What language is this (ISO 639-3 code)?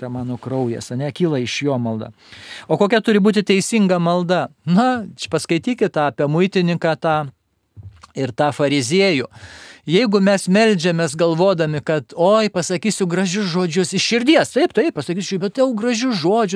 lit